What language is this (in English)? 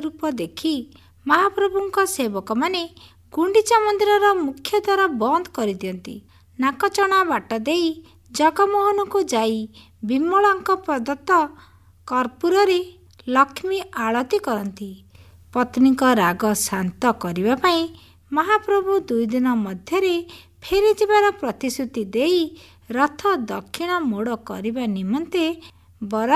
Odia